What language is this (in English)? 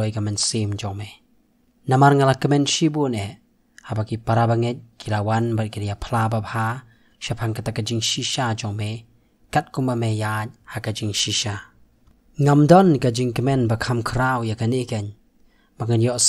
Khasi